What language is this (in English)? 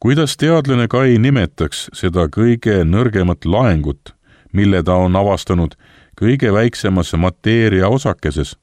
Estonian